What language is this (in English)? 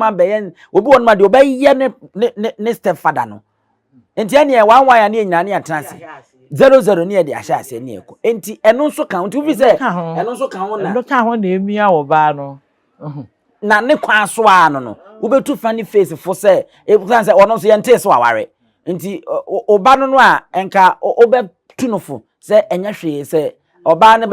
Akan